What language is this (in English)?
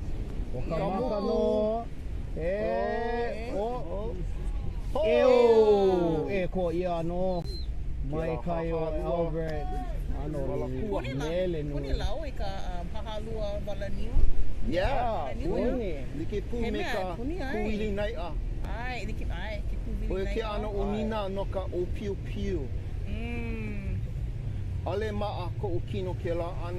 Hawaiian